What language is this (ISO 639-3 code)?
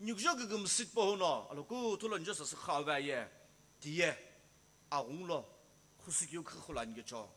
nsm